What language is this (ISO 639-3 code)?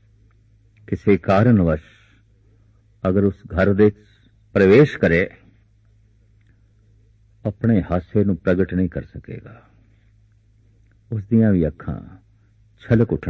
pan